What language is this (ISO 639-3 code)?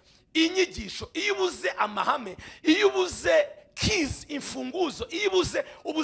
kin